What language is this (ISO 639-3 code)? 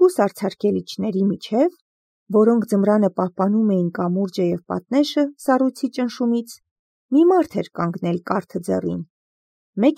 hye